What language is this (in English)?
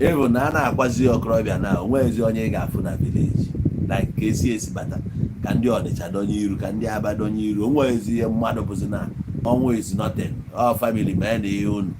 Igbo